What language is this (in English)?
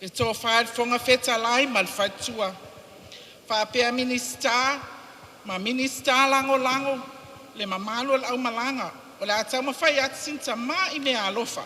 Samoan